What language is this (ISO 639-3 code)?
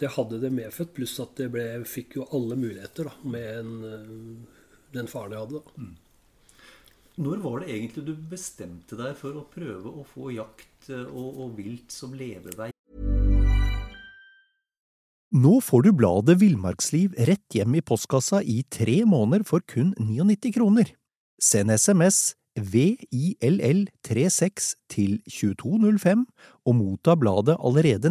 nor